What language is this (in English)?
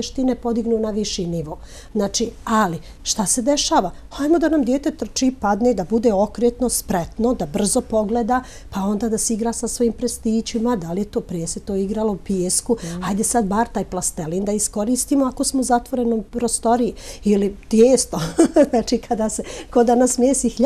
Serbian